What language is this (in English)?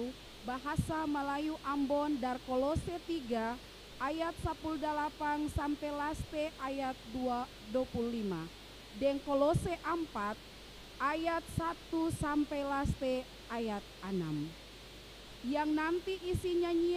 Ambonese Malay